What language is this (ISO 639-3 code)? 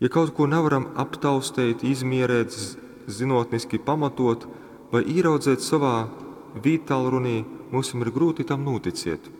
ltg